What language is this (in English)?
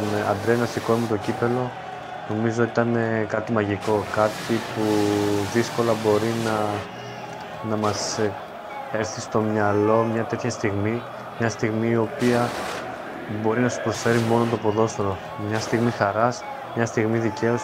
Greek